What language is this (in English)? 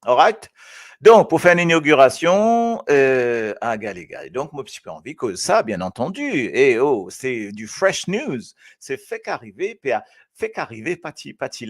Morisyen